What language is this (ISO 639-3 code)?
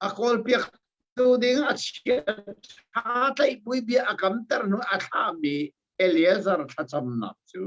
cnh